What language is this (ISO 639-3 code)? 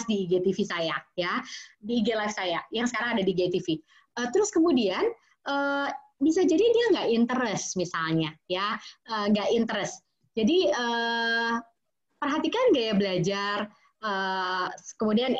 ind